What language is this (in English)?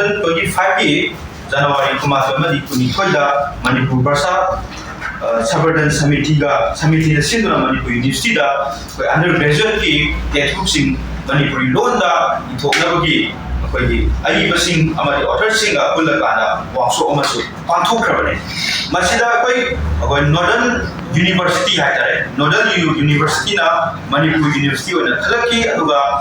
Manipuri